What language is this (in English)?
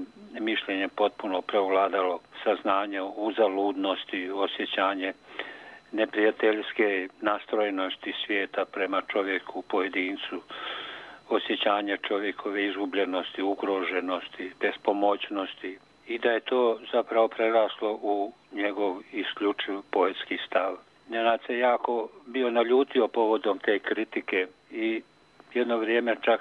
Bosnian